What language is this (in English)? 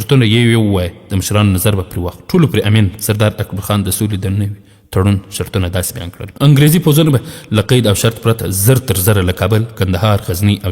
Pashto